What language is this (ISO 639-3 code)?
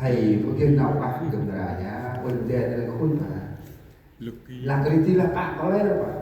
cmo